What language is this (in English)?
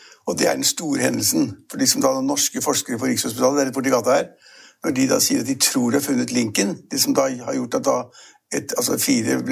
Norwegian